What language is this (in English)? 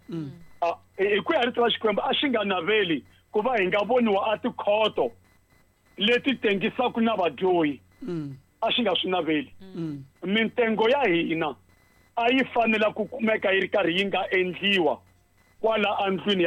Tsonga